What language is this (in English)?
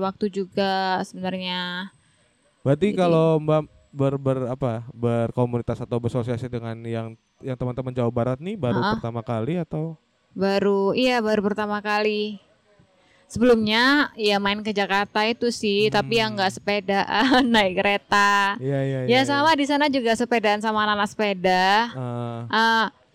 Indonesian